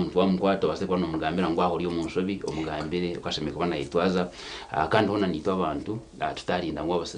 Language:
Nyankole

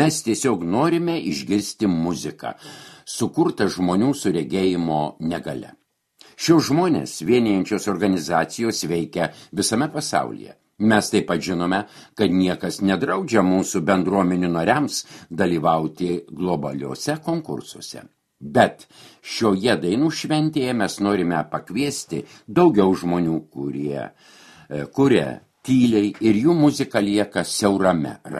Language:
Lithuanian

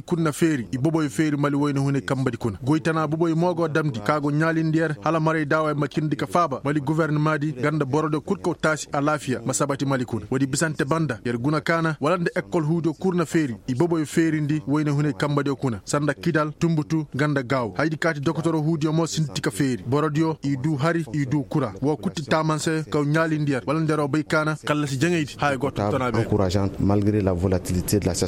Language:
Koyraboro Senni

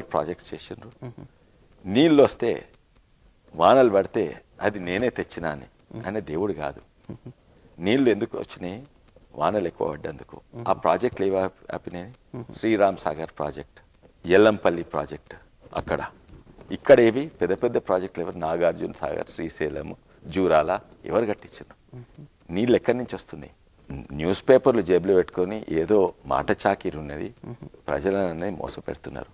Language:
Telugu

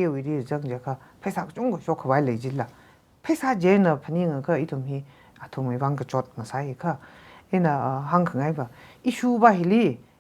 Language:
Tangkhul Naga (India)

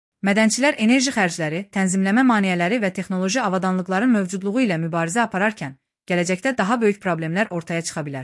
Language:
Azerbaijani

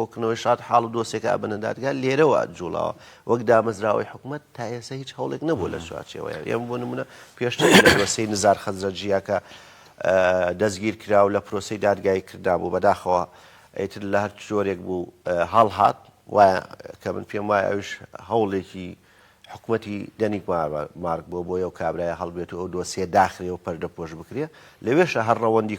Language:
Central Kurdish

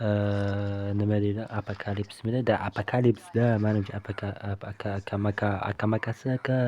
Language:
Uzbek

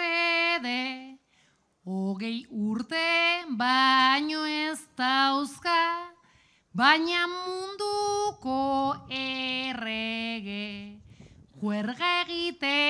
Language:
Basque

